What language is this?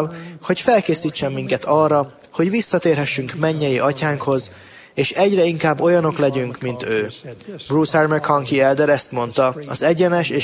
Hungarian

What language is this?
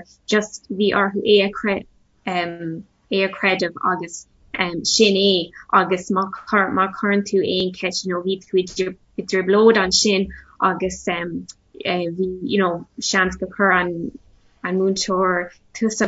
Irish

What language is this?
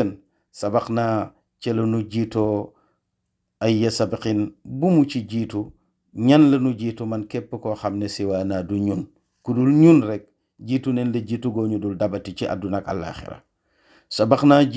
Wolof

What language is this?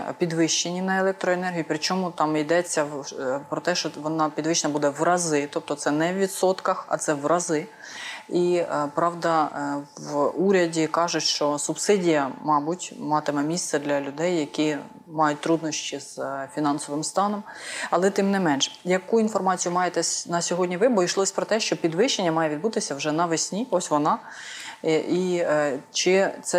Ukrainian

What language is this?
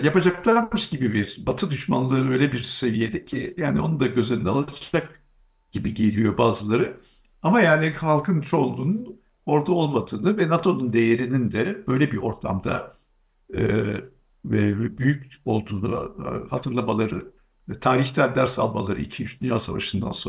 Turkish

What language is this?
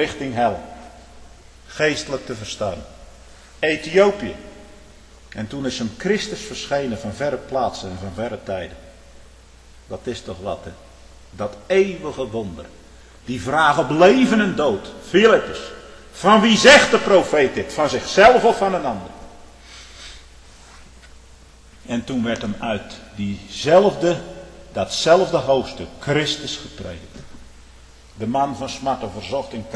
Dutch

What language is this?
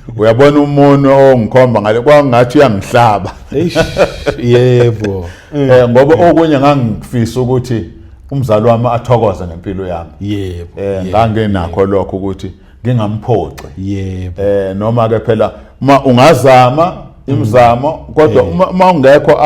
Zulu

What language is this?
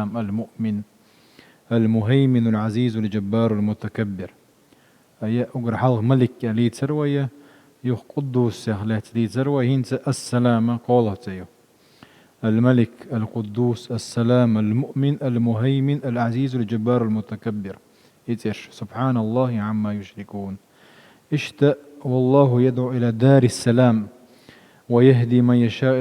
Chechen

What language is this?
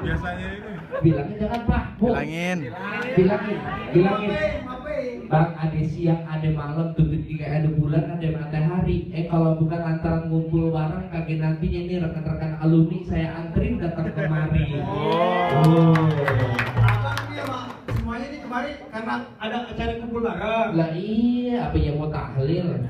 Betawi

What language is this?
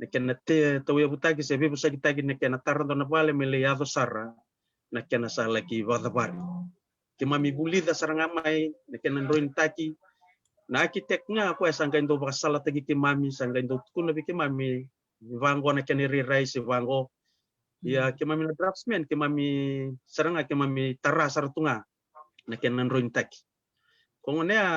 Fijian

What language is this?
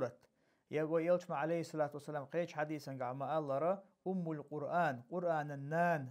Chechen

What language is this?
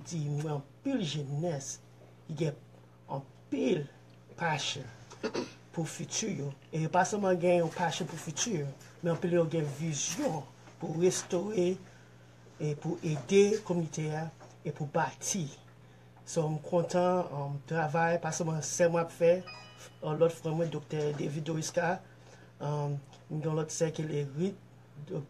Haitian Creole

